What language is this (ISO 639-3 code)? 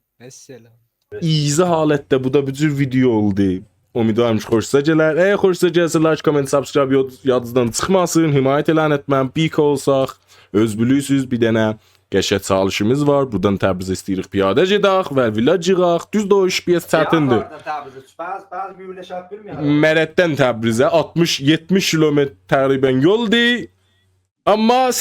azb